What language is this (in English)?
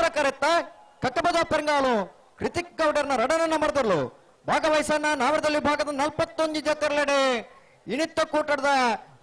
Tulu